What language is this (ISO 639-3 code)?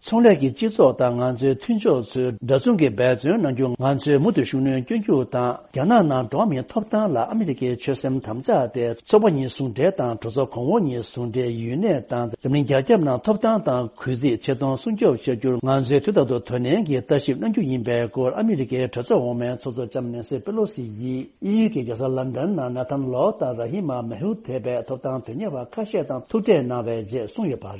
bod